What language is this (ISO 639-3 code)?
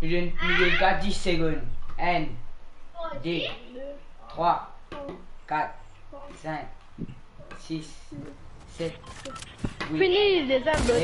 mfe